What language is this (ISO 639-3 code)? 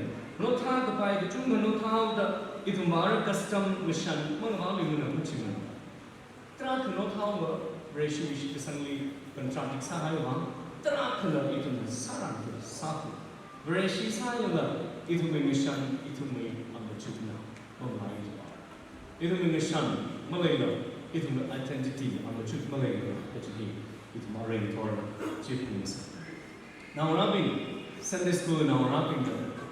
nmf